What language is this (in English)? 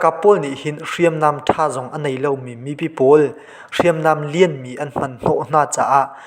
Hakha Chin